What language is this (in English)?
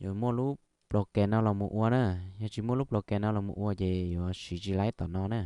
Hmong